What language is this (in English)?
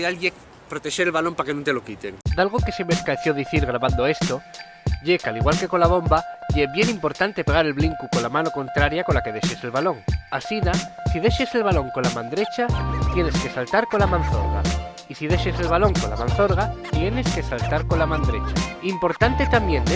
Asturian